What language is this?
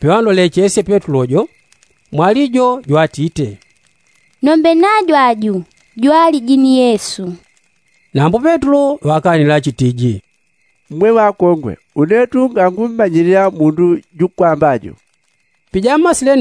Yao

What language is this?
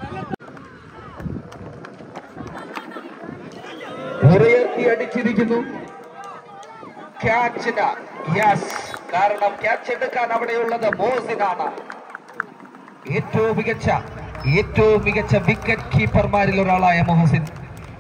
Malayalam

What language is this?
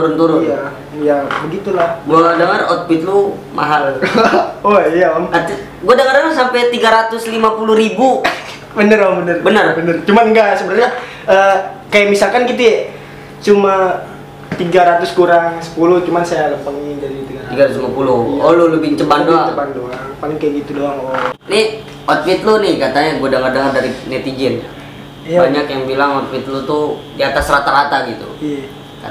Betawi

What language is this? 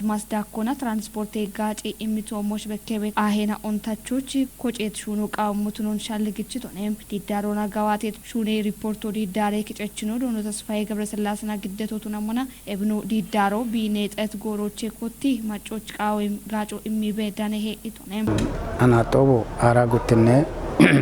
Kafa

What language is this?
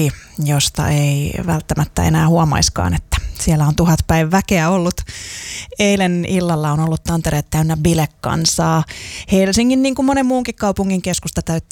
Finnish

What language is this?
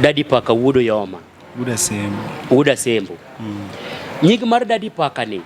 Luo (Kenya and Tanzania)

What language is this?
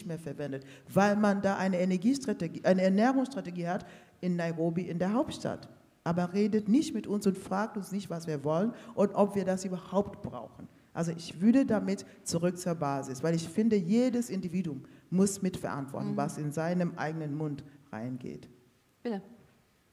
German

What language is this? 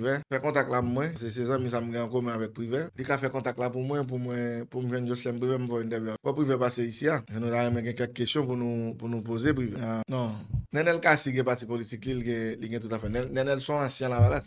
Haitian Creole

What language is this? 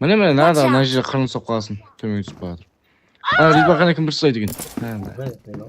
Kara-Kalpak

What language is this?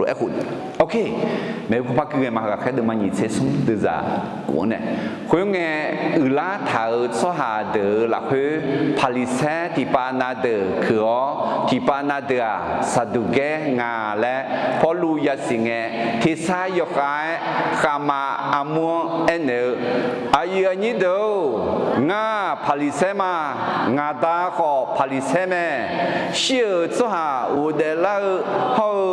Akha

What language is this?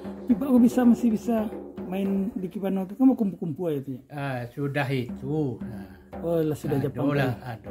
Minangkabau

